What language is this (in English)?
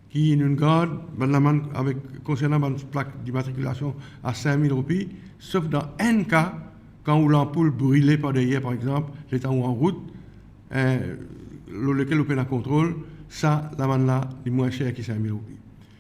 Morisyen